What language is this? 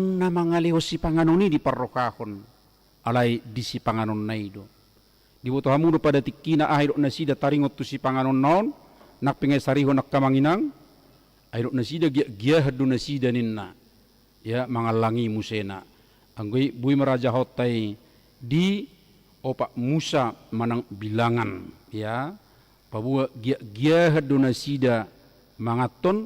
Batak Toba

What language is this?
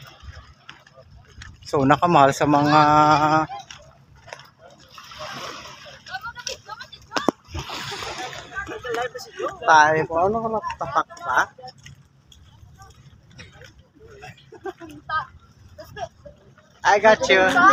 Filipino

